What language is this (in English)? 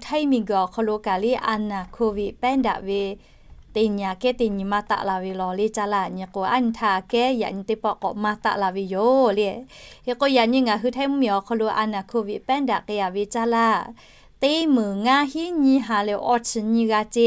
Lahu